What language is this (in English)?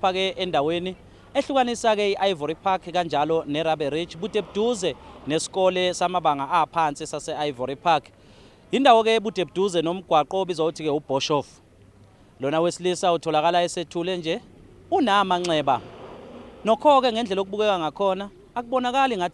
Zulu